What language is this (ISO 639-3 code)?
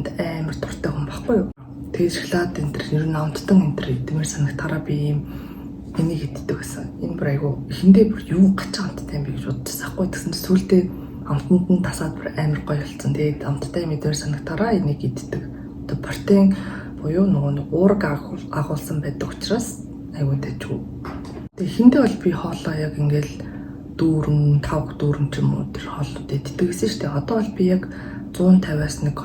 mon